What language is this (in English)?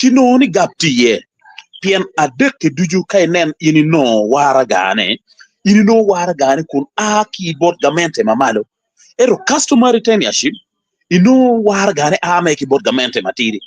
Acoli